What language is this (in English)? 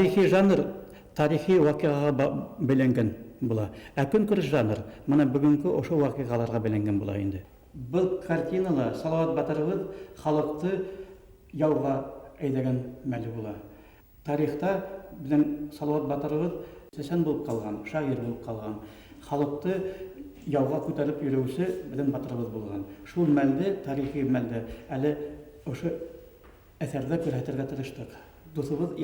Bashkir